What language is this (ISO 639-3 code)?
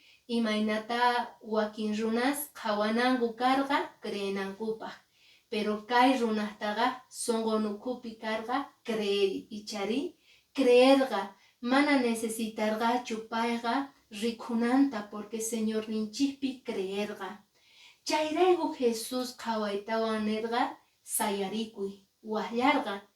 que